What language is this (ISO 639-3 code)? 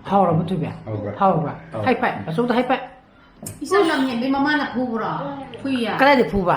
mni